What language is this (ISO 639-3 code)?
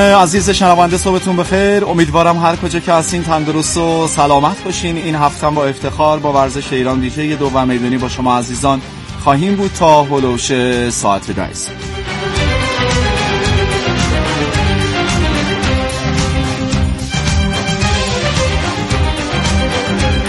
fas